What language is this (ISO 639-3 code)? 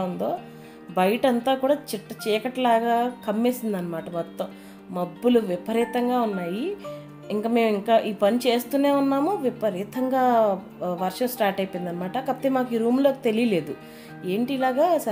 tel